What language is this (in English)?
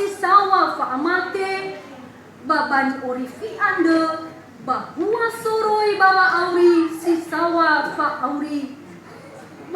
Nias